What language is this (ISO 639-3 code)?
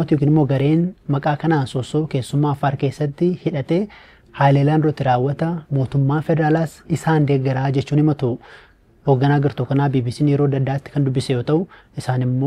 orm